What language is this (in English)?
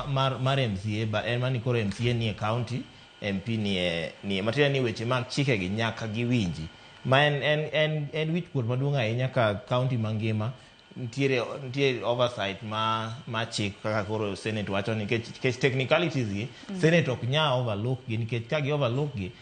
Luo (Kenya and Tanzania)